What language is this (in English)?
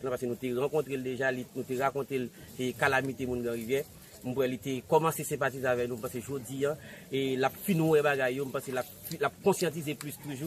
Haitian Creole